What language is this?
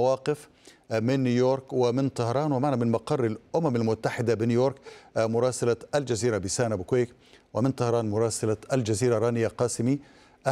Arabic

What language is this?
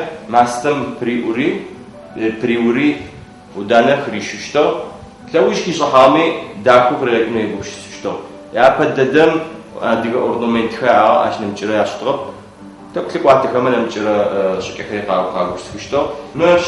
Adyghe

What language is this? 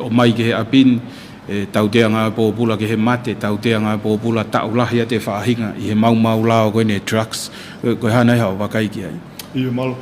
Tongan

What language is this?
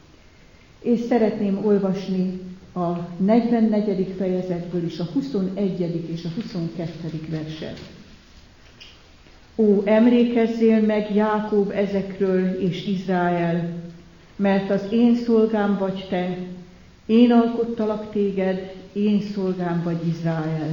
Hungarian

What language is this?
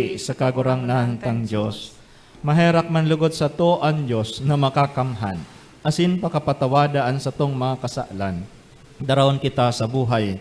Bikol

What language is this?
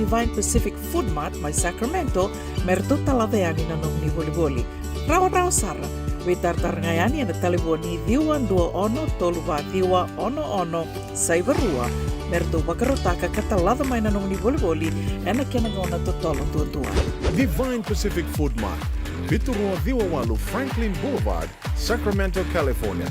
Fijian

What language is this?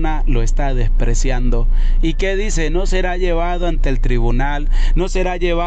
Spanish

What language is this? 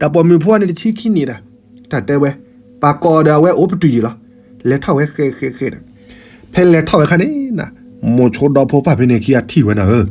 S'gaw Karen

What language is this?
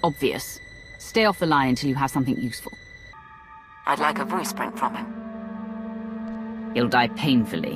English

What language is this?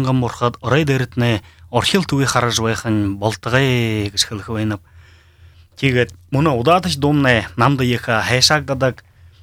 Buriat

